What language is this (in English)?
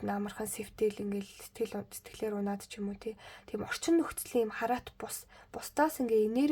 Mongolian